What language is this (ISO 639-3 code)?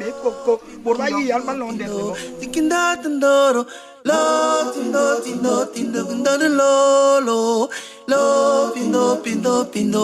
bas